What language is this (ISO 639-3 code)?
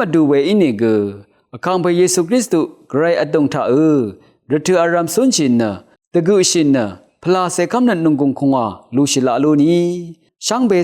raw